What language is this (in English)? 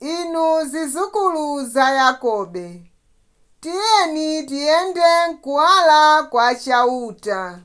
Nyanja